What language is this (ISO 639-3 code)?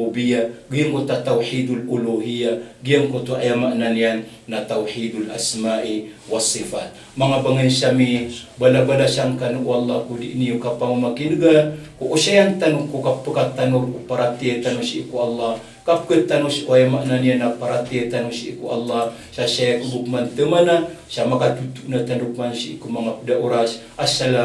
mrw